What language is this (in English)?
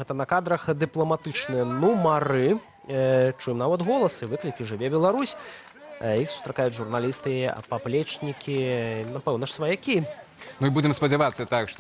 Belarusian